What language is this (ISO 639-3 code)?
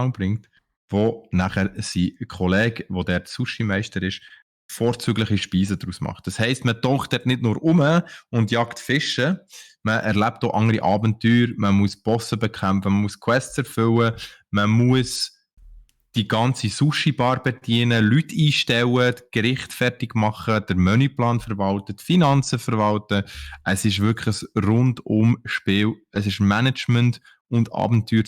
gsw